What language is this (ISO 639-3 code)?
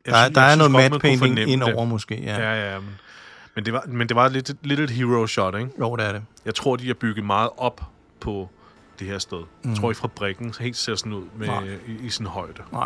dan